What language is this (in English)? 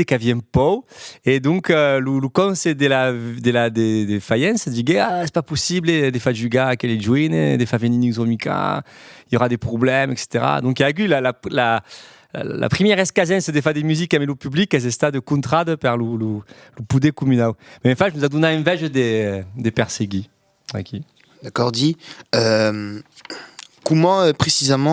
Occitan